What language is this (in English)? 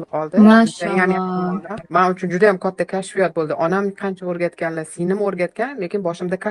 Uzbek